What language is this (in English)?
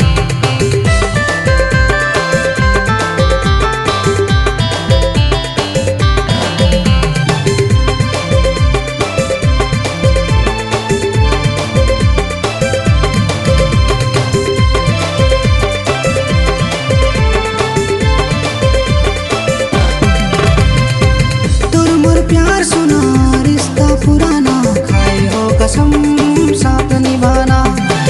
Bhojpuri